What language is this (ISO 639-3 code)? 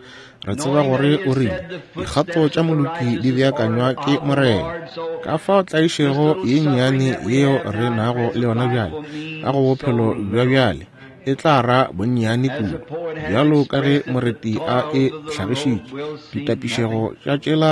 nso